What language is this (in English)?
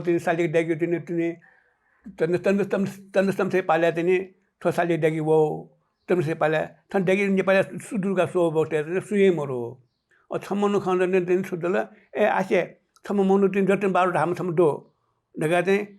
Newari